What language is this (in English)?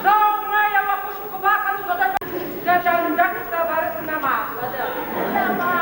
Ossetic